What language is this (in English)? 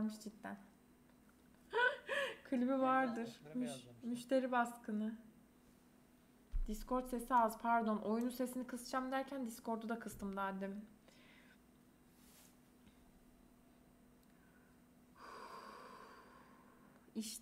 Turkish